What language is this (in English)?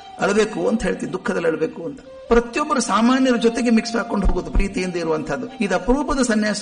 Kannada